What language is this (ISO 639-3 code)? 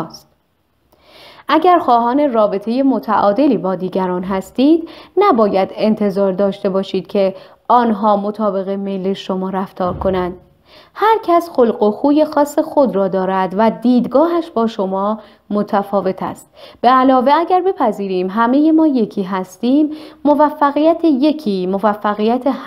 fas